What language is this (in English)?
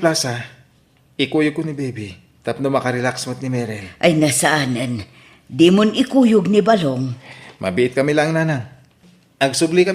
Iloko